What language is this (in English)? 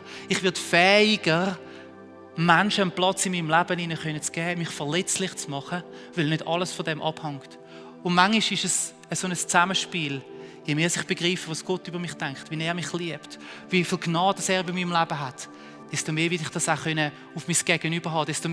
Swiss German